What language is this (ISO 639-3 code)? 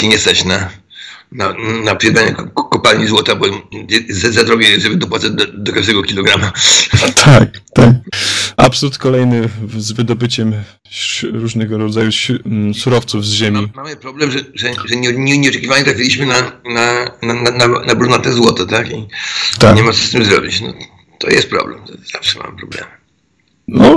pol